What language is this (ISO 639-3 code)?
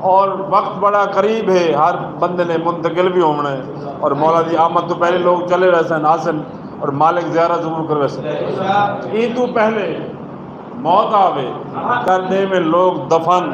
skr